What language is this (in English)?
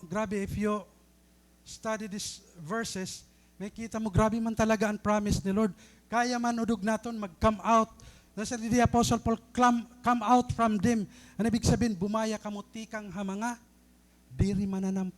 Waray